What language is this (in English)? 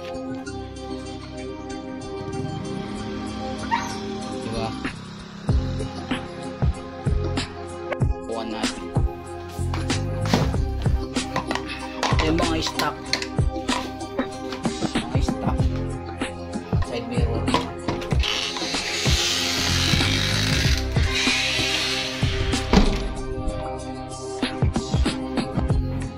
Filipino